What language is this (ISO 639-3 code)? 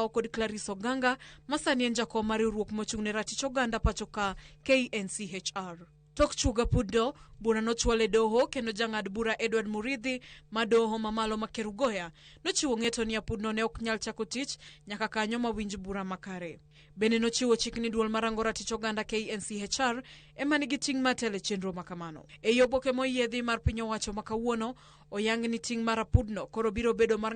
luo